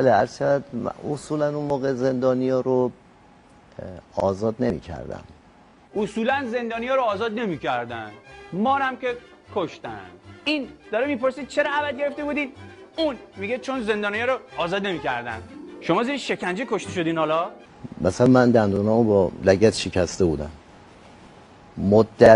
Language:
Persian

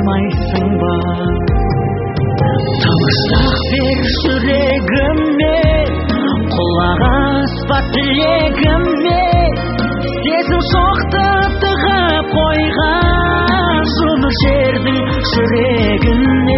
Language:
Kazakh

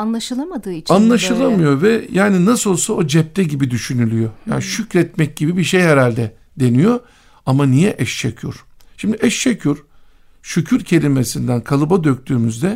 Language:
Turkish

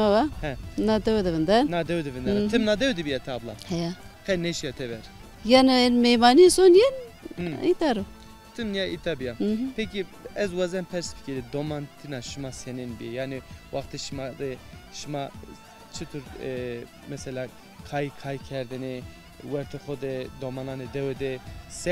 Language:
Zaza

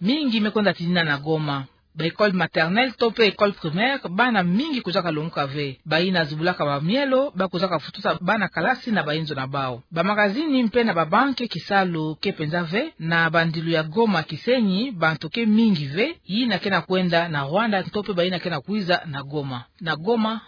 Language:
Kituba (Democratic Republic of Congo)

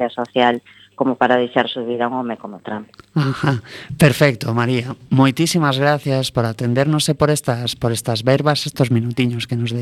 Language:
Galician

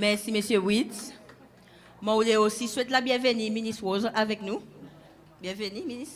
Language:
Seselwa Creole French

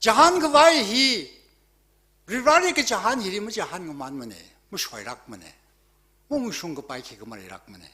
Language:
Tangkhul Naga (India)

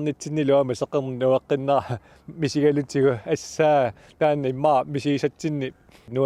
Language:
Kalaallisut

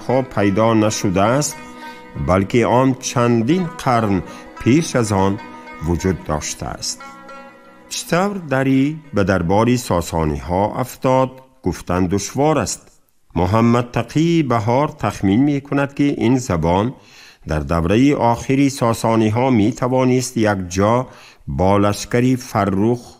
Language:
Tajik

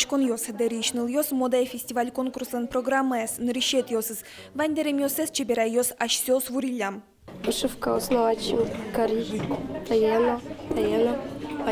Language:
Udmurt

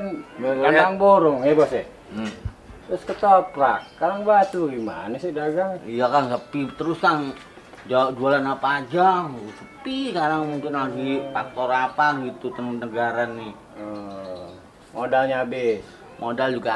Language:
Betawi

